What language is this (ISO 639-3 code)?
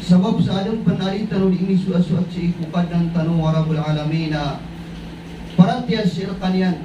mrw